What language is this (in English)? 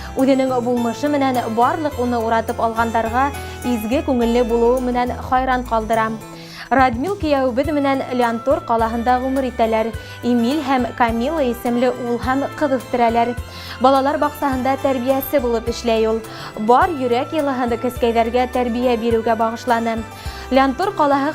Bashkir